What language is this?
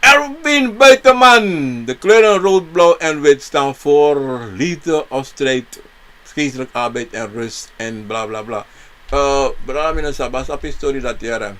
Sranan Tongo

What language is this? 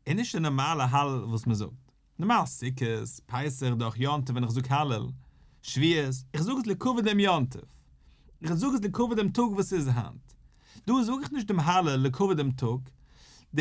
Yiddish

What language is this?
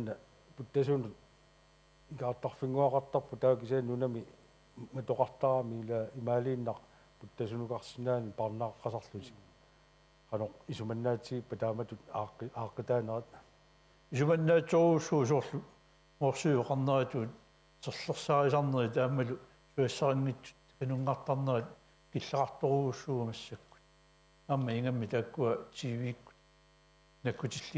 Kalaallisut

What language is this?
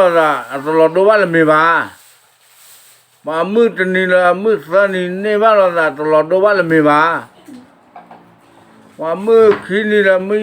S'gaw Karen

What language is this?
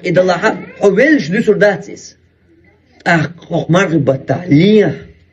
Chechen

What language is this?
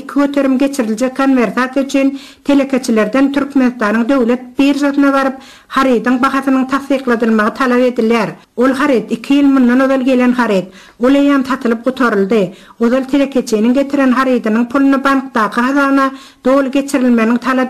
Turkmen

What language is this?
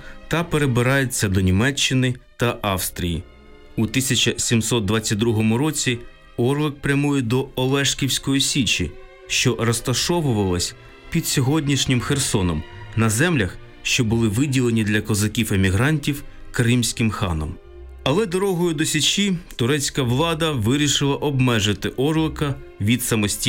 Ukrainian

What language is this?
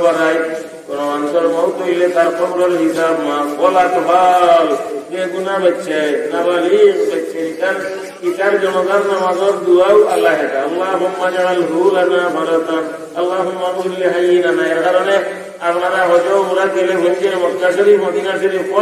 Sylheti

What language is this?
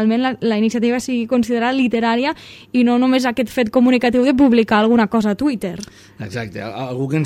Catalan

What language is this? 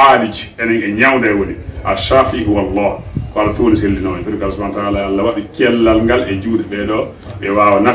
Pular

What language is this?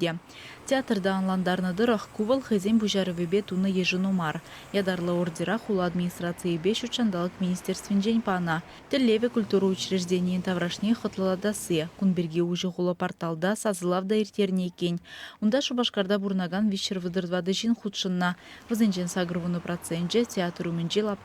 Chuvash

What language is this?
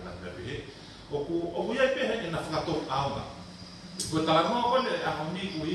Tongan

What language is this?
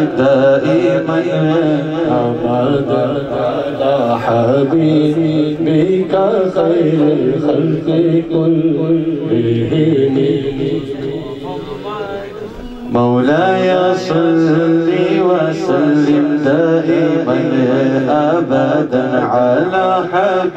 Arabic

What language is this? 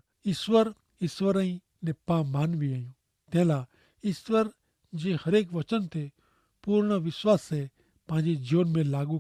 Kachhi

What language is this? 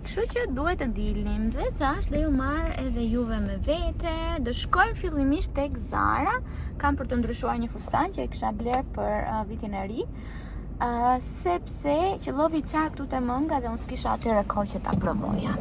Albanian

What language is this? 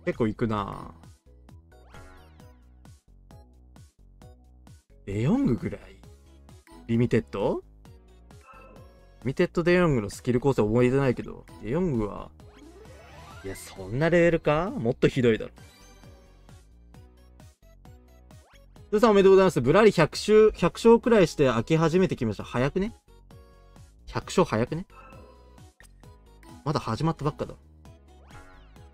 Japanese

